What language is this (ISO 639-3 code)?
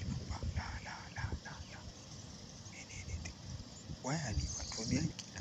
hau